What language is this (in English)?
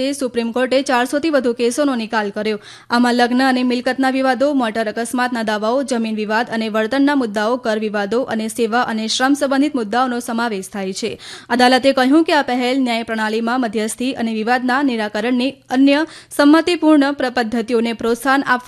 Gujarati